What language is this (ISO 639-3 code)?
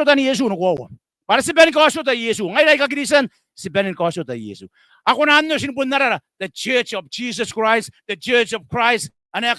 gil